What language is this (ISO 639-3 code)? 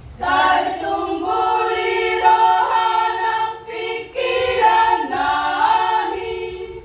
bbc